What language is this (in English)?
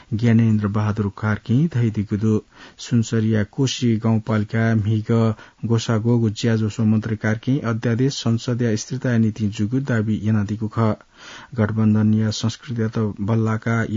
Newari